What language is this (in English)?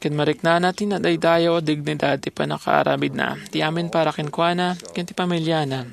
Iloko